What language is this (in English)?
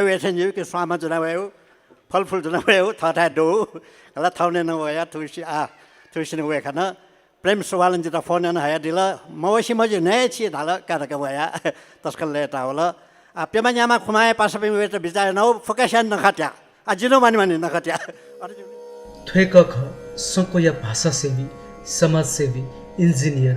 Newari